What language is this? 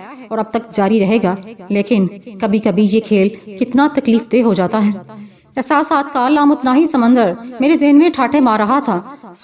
Urdu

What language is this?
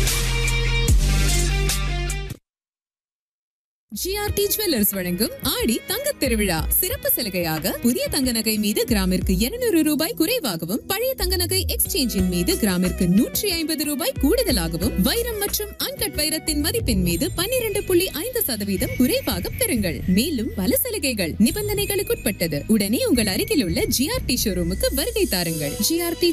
Tamil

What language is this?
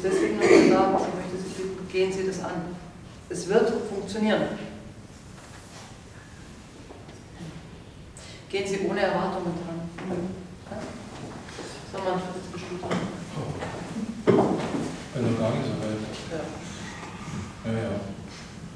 German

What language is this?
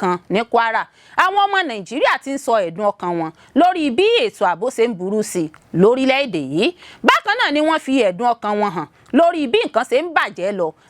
Yoruba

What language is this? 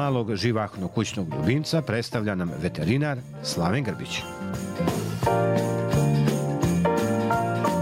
Serbian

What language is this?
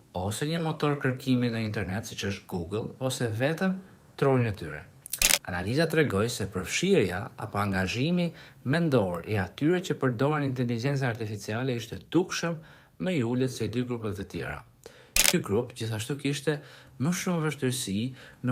Albanian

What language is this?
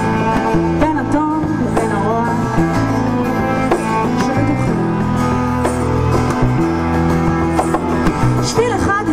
Hebrew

